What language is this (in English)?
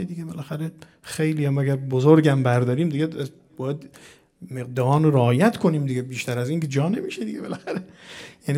Persian